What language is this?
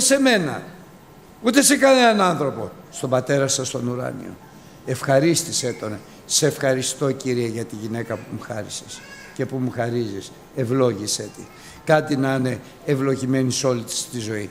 Greek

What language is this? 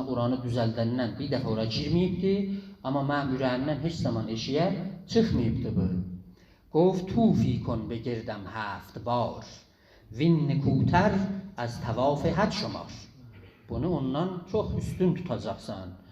South Azerbaijani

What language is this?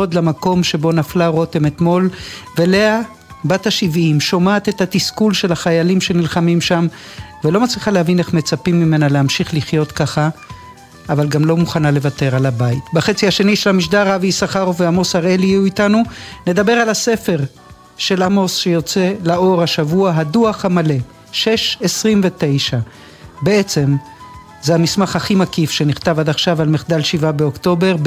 Hebrew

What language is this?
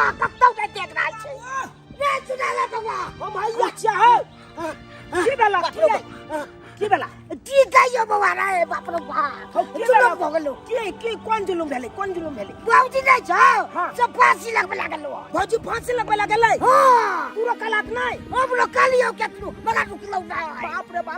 Maithili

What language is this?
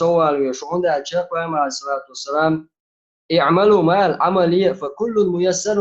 Chechen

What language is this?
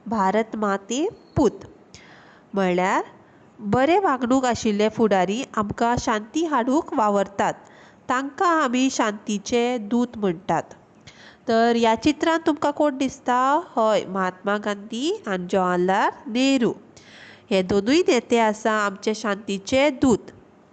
Konkani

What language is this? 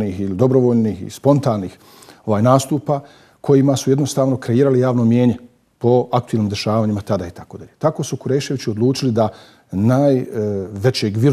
Bosnian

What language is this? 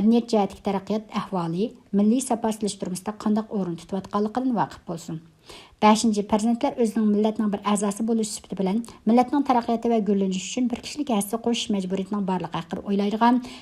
Uyghur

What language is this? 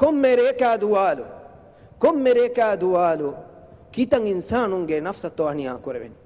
Divehi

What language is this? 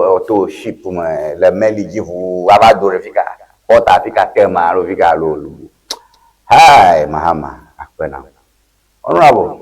Ewe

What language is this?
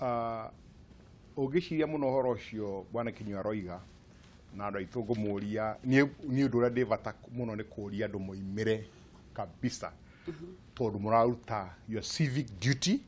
Kikuyu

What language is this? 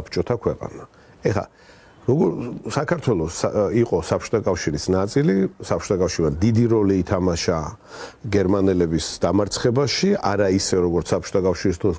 Georgian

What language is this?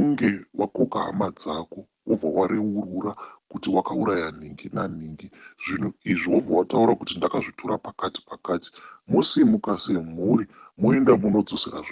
Shona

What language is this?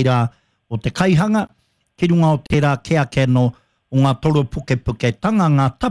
Māori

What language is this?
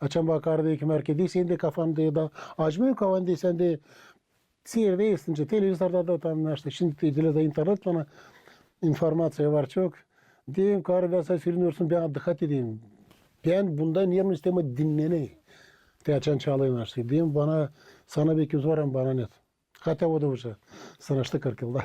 Gagauz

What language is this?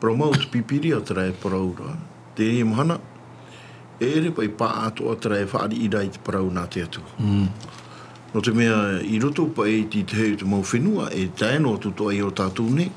Tahitian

